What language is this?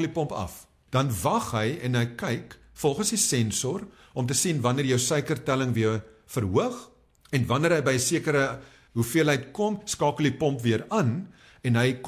Afrikaans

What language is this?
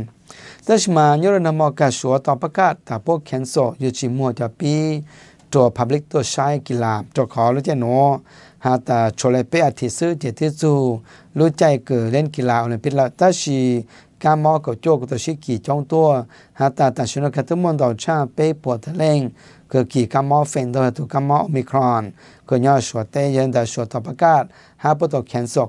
Thai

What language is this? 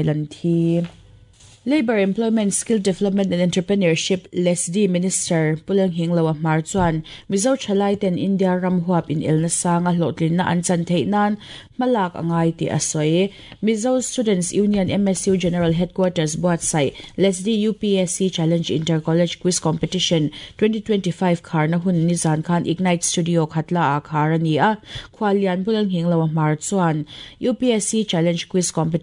Mizo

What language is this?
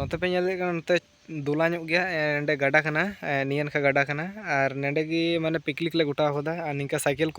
Santali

